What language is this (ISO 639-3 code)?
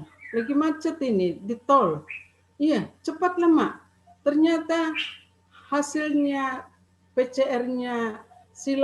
bts